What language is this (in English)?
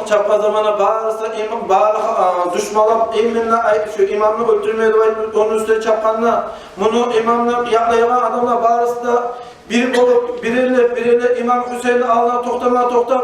Kumyk